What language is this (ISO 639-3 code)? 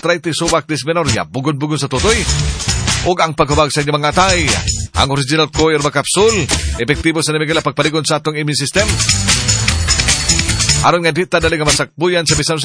ceb